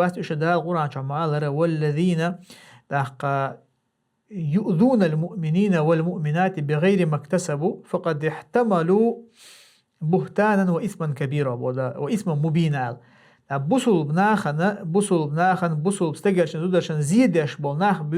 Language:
Chechen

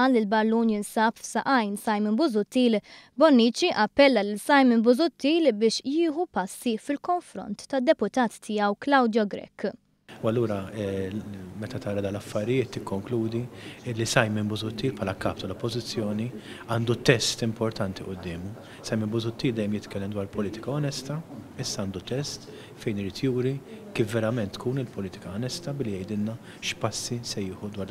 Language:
Maltese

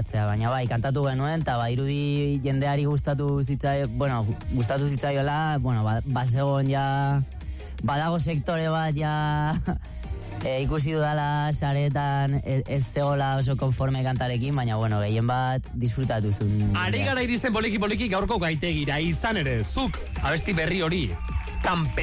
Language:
Basque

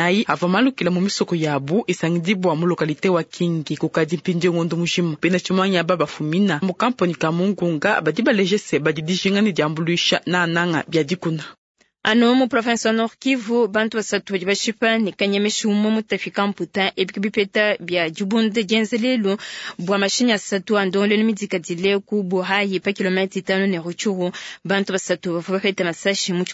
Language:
Luba-Lulua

